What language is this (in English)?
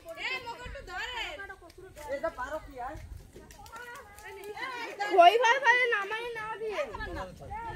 Bangla